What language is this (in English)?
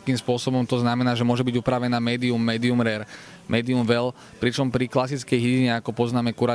Slovak